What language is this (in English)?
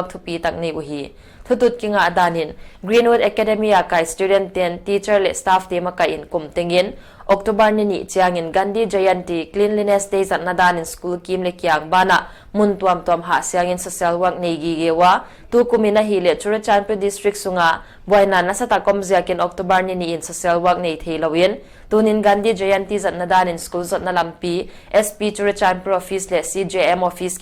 Paite Chin